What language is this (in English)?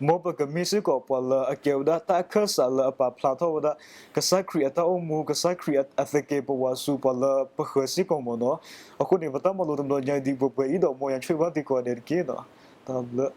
S'gaw Karen